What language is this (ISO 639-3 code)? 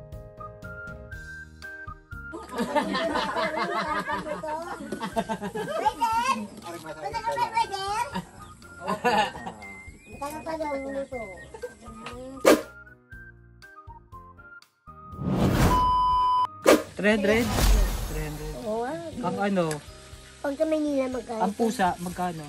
fil